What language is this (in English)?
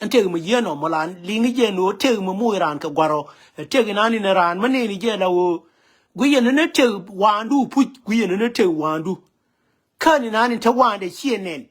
Nuer